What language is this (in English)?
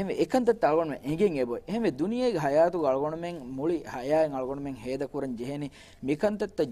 Divehi